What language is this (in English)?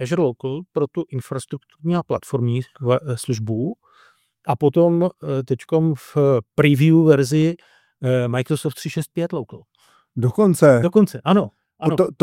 Czech